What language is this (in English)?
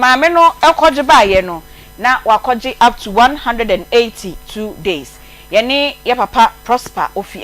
Akan